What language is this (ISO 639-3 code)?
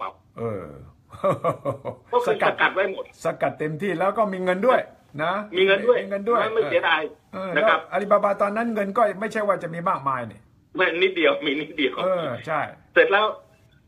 tha